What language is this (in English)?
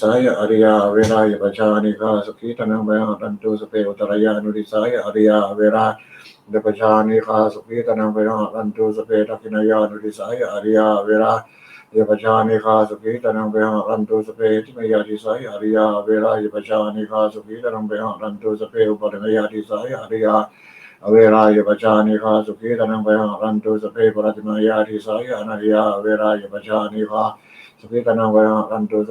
Pali